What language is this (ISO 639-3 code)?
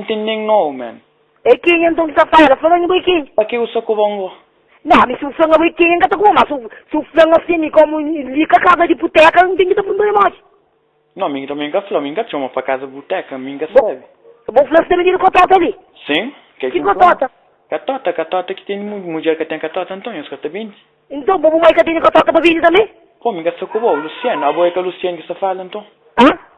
kea